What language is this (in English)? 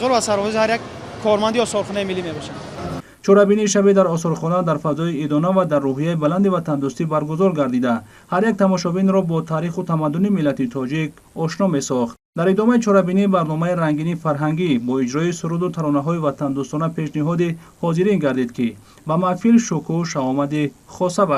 Tajik